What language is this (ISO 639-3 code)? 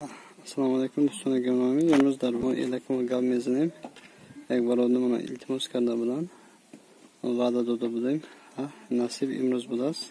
tgk